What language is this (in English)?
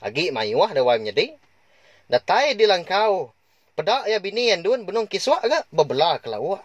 Iban